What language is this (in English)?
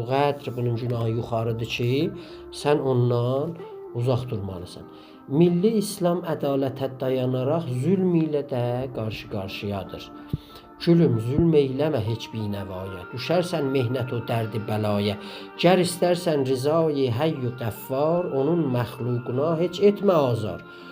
South Azerbaijani